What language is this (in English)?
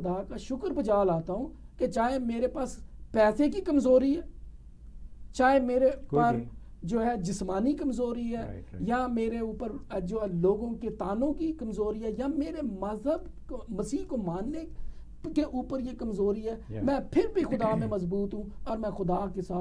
Urdu